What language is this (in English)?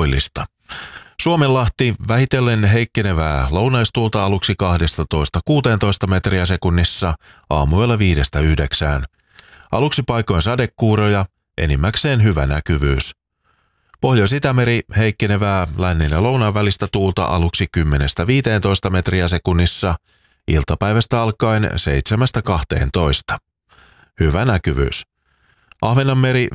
Finnish